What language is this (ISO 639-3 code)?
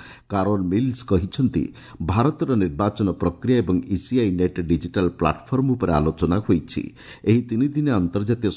ori